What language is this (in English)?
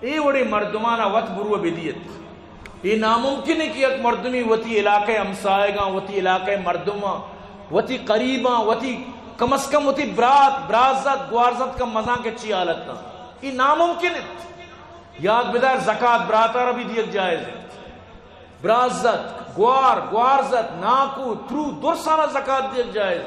Eastern Balochi